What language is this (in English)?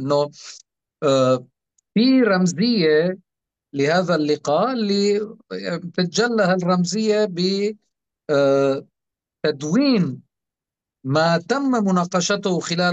North Levantine Arabic